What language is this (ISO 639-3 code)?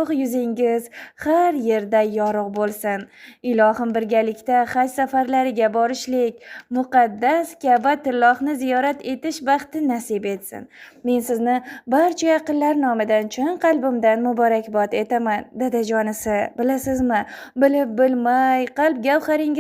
uzb